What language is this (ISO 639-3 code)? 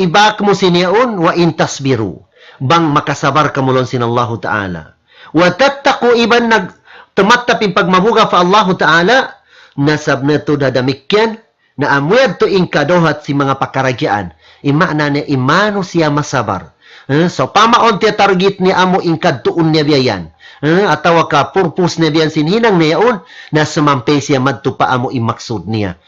tsg